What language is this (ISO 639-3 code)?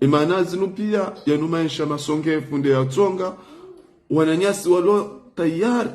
zdj